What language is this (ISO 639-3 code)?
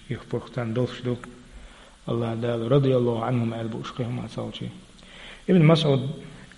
che